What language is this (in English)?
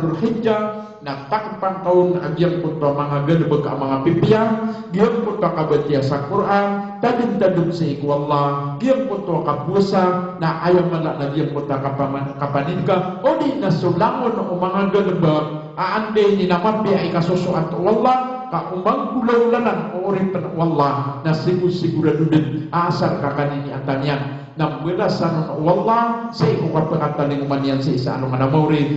Maranao